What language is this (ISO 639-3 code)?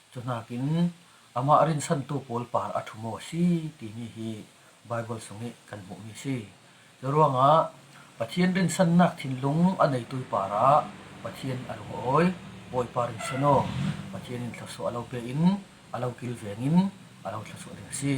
cfm